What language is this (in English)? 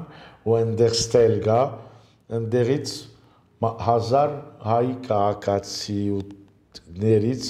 Armenian